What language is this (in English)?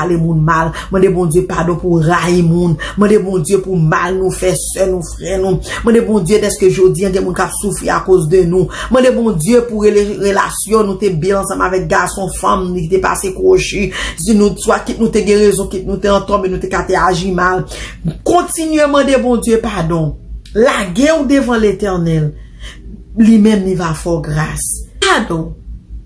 Haitian Creole